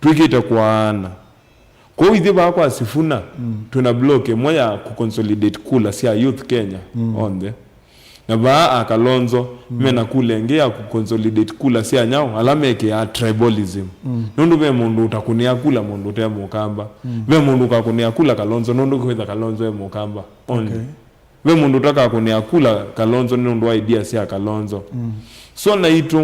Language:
Kamba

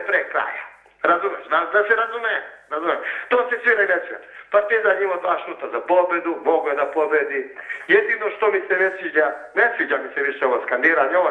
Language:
Serbian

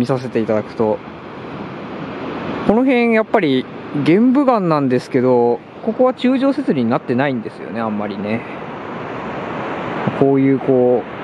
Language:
Japanese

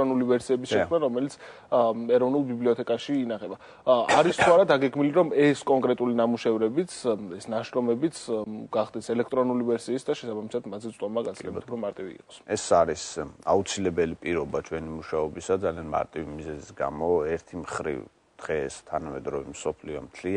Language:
Georgian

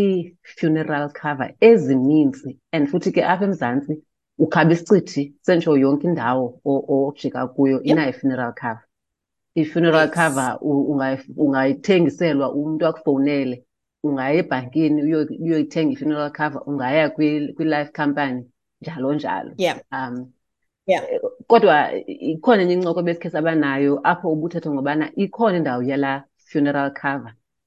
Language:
Xhosa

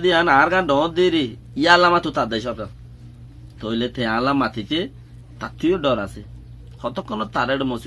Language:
Rohingya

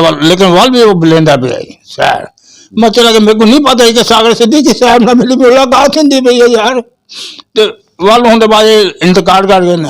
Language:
Western Panjabi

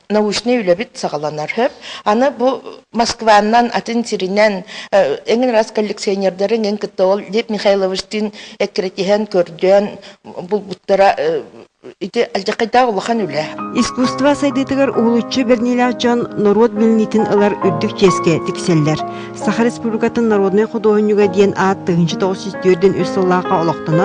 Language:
Yakut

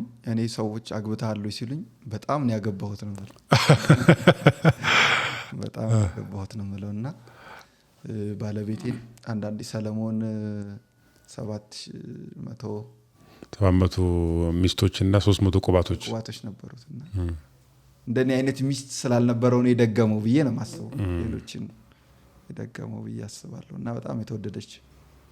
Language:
Amharic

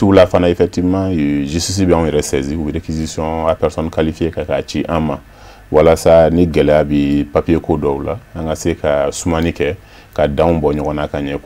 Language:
Bambara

